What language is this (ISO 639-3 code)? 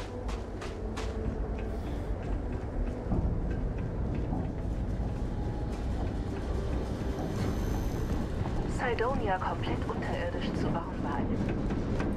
deu